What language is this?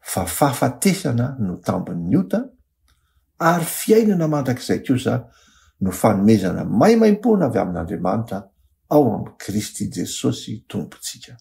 Malagasy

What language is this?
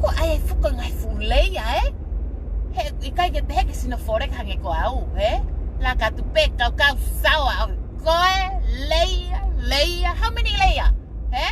Tongan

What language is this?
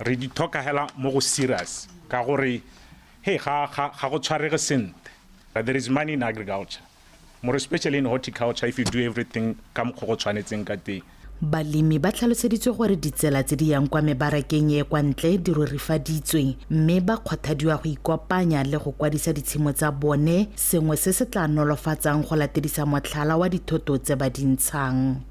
Tswana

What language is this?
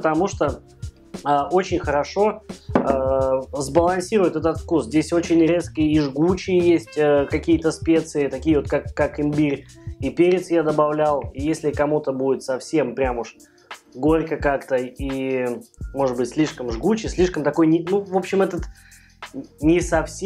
Russian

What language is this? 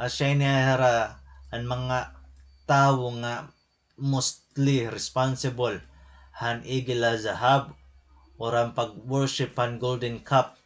Waray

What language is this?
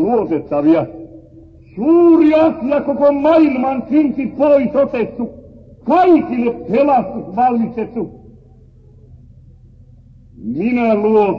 Finnish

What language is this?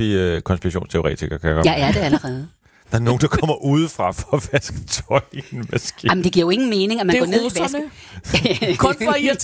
Danish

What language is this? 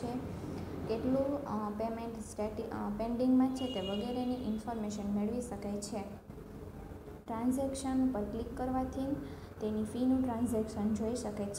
Gujarati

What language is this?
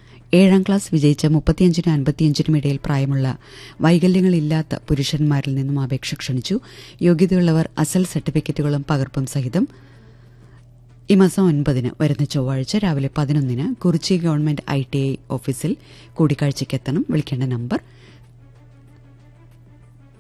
Malayalam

